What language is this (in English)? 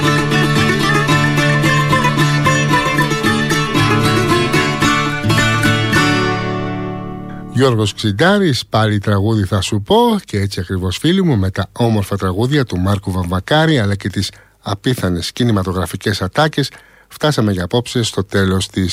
Greek